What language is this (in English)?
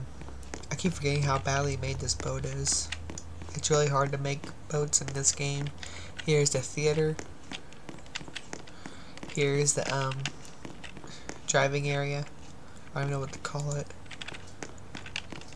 English